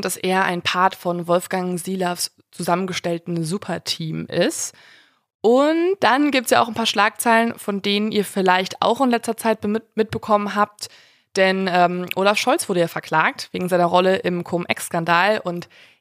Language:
German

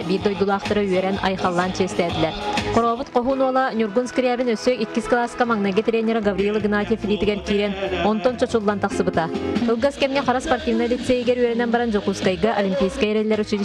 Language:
Yakut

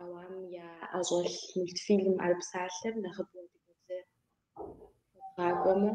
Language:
Kabardian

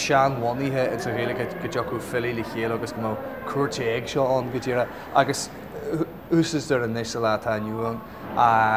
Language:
Irish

